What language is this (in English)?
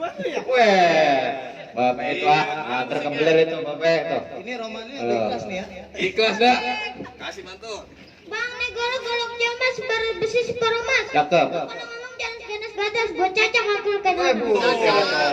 Betawi